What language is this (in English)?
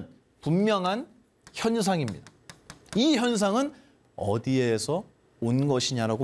Korean